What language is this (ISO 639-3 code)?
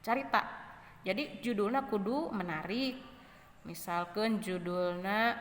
sun